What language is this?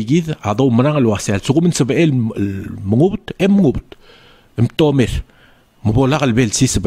Palauan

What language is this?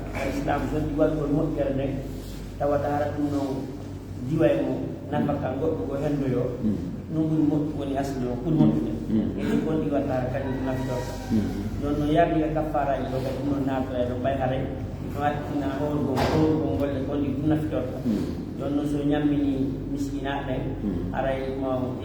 Fula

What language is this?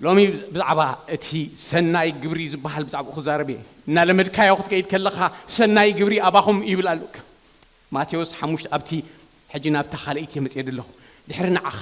Tigrinya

